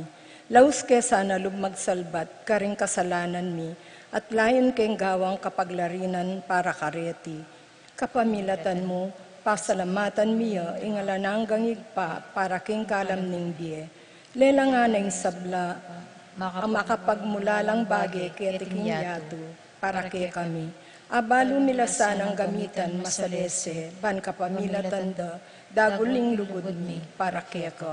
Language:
Pampanga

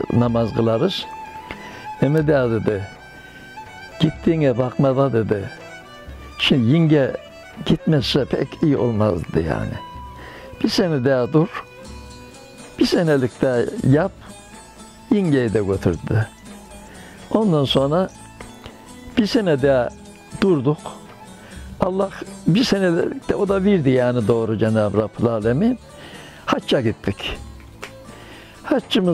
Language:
Turkish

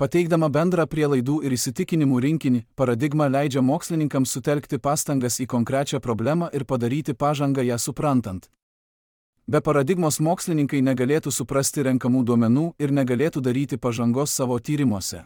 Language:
Lithuanian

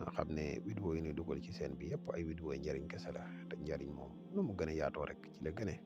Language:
Wolof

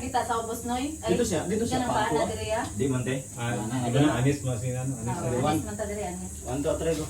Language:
Cebuano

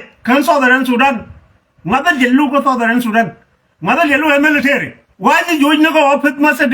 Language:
Nuer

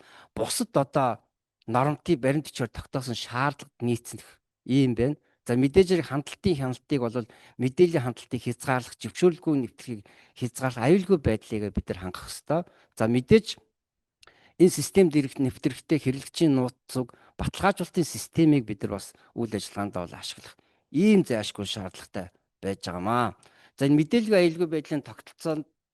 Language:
Mongolian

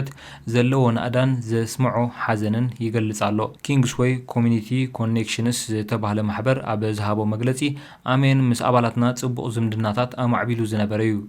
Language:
Tigrinya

